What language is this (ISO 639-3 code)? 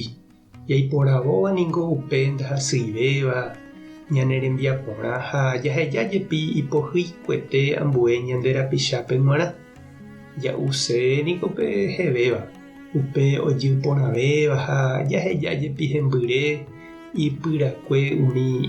grn